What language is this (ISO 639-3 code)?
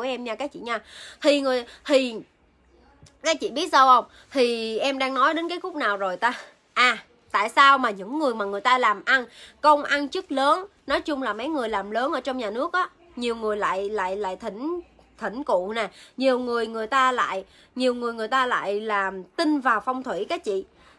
vie